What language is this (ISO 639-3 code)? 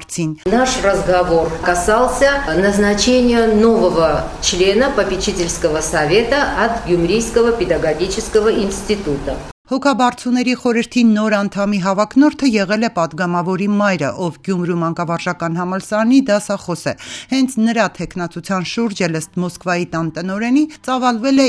hye